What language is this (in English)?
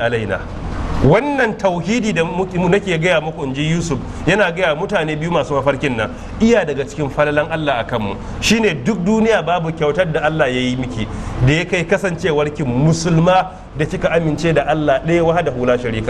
Hausa